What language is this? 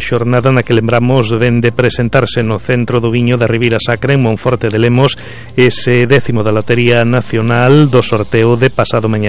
Galician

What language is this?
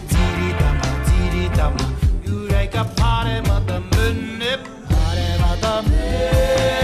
Māori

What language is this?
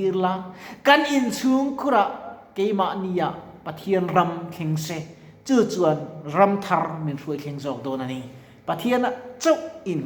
Mizo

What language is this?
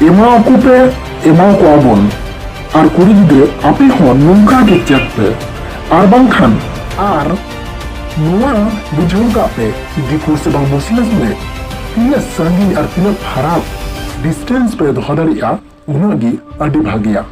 Santali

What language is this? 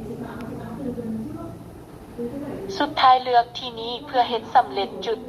Lao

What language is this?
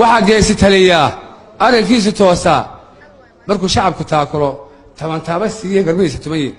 Somali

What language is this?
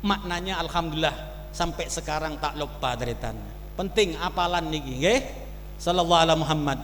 Madurese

